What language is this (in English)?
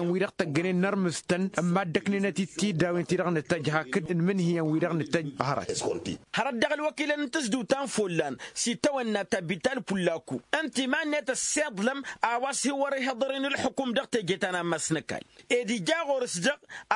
Tamasheq